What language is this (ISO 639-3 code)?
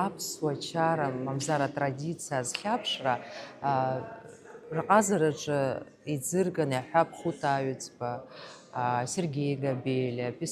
abk